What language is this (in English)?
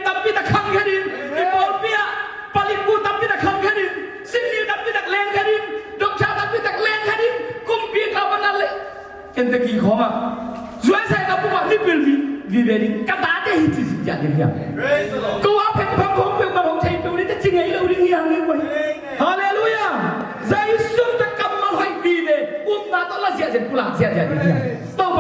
Tedim Chin